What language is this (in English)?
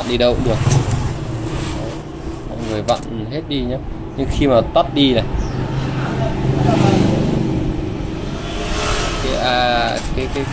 Vietnamese